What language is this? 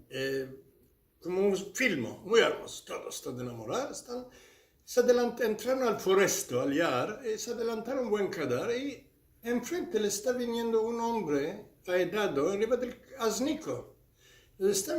Ladino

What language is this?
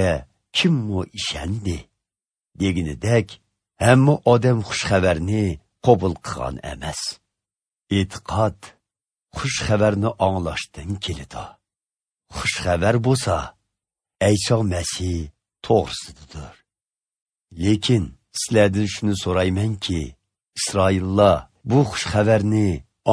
Uyghur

